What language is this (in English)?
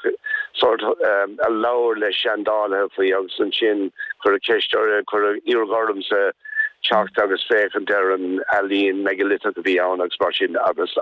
Irish